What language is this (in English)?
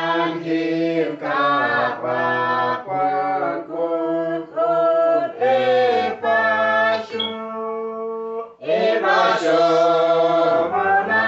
Uduk